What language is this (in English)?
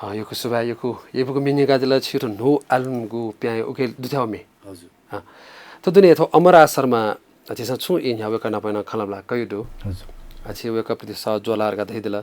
Newari